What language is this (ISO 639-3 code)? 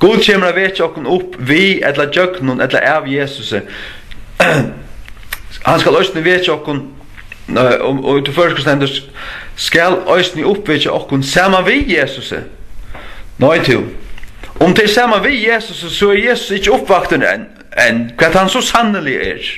fao